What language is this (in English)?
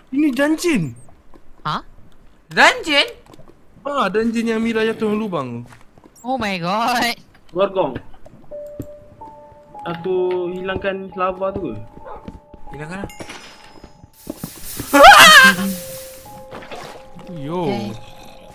Malay